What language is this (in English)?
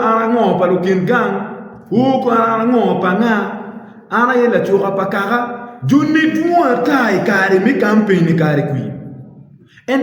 Acoli